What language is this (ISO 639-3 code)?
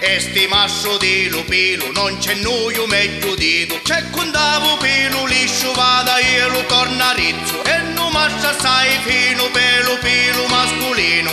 scn